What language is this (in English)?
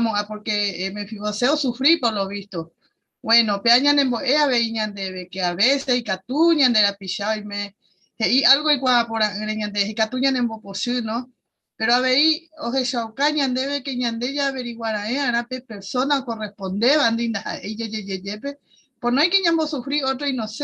Guarani